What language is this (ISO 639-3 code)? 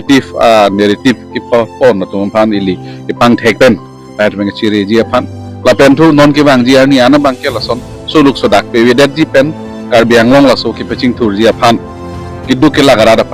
mjw